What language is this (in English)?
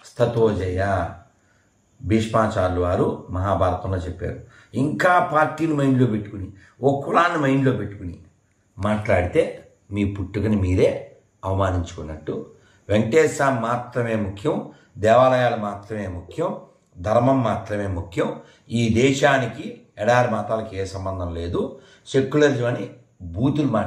Telugu